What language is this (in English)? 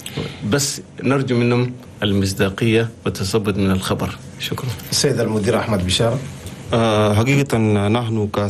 Chadian Arabic